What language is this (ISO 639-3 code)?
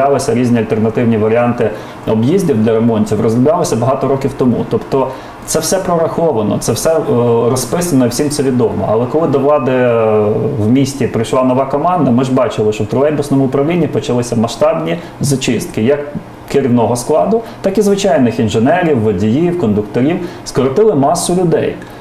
ukr